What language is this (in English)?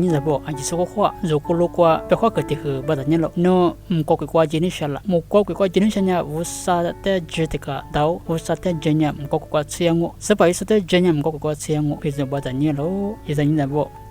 Lisu